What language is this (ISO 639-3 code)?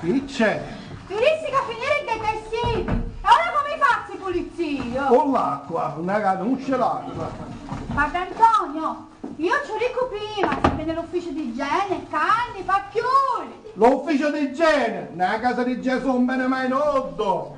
scn